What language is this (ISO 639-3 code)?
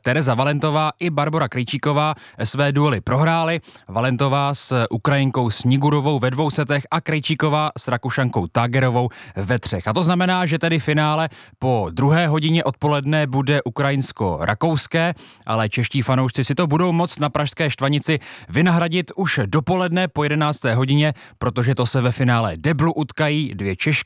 ces